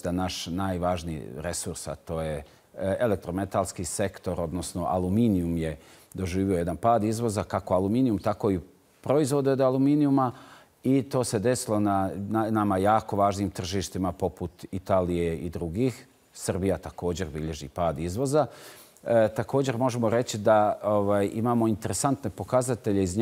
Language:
Bosnian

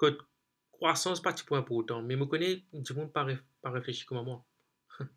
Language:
Morisyen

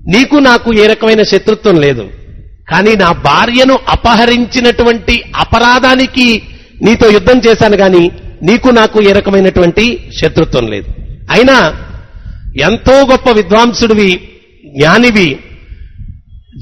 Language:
Telugu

